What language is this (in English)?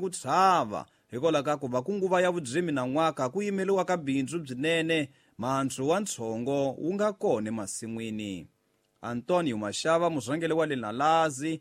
Tsonga